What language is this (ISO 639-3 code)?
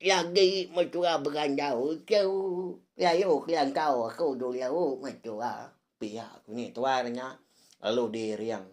iba